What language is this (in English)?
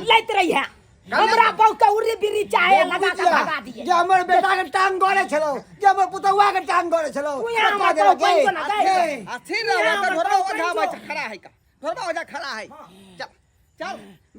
Maithili